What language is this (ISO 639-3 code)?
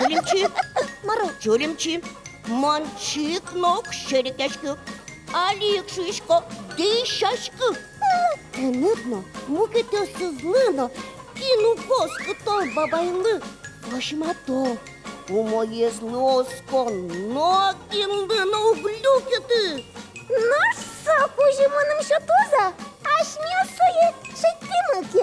udm